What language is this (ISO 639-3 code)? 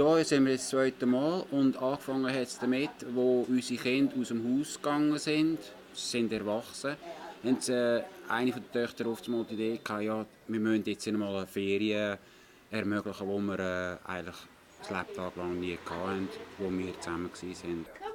gsw